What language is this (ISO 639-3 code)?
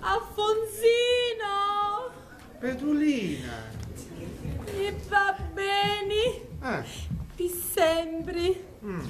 scn